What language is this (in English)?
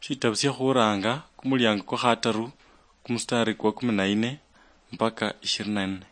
Luyia